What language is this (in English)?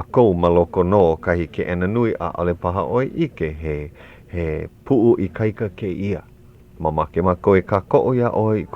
Hawaiian